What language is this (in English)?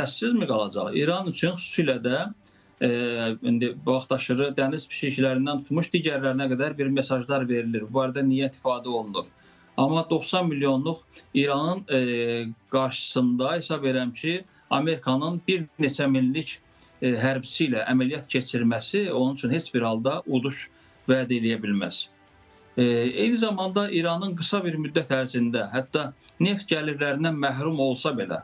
Azerbaijani